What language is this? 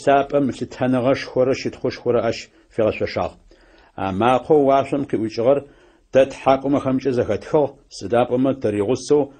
Adyghe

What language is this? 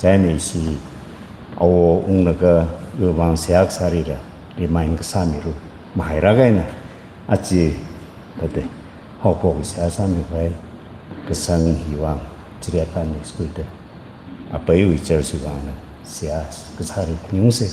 Tangkhul Naga (India)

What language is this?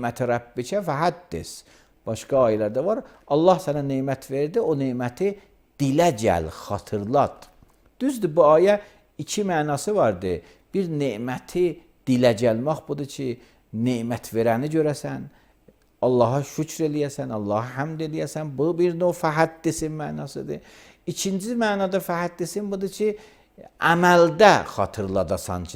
Azerbaijani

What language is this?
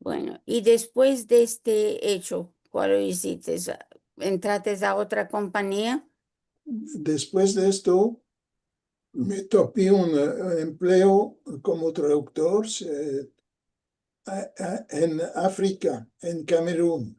Ladino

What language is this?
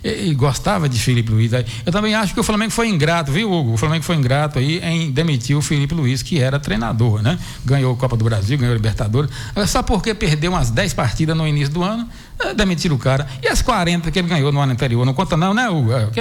Portuguese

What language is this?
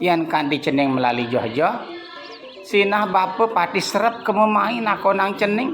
Balinese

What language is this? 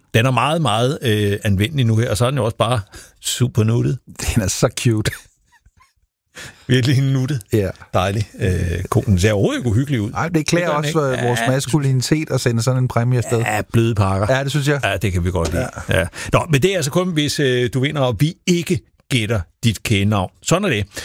Danish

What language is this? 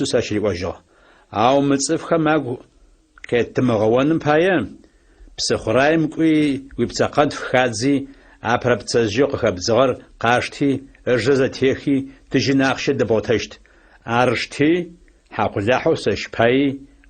Adyghe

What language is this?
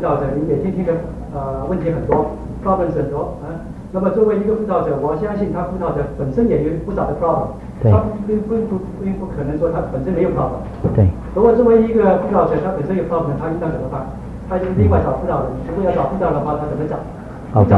Chinese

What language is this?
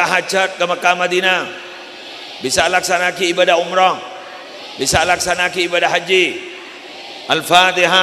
Madurese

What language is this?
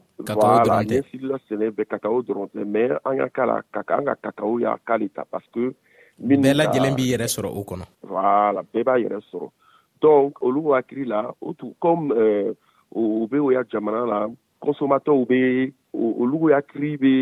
Bambara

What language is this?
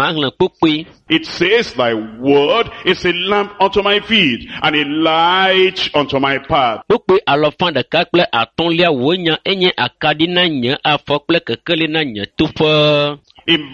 Ewe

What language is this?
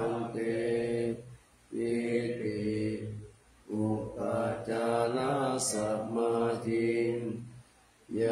Pali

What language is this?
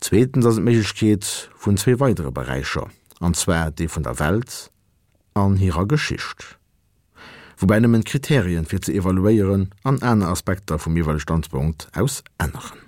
Luxembourgish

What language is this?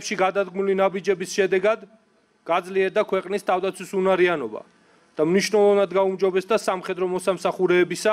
Georgian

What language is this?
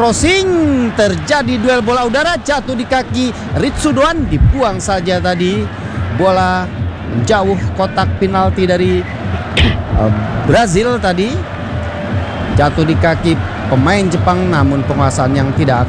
Indonesian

